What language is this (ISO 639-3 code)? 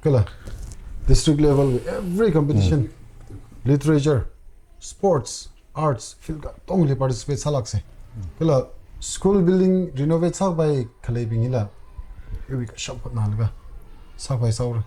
nmf